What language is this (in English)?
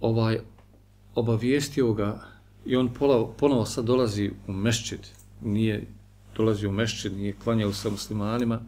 Bosnian